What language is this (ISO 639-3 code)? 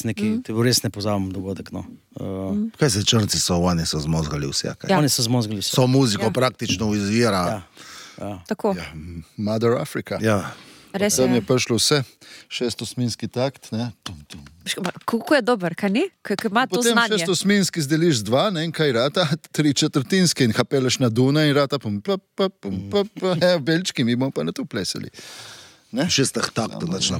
slv